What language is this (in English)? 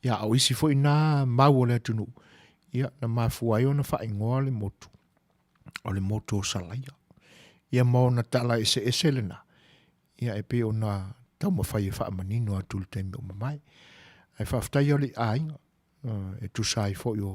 Samoan